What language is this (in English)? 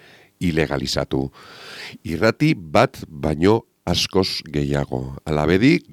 Basque